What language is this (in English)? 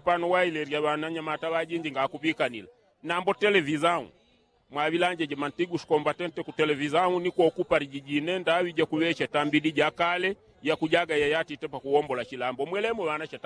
Yao